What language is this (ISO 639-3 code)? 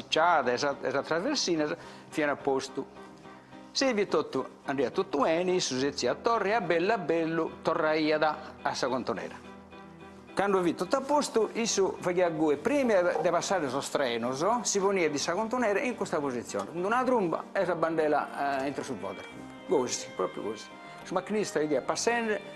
srd